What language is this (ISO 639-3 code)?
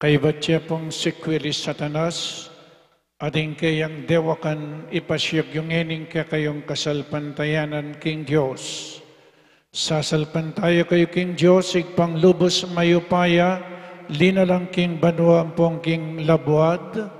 pam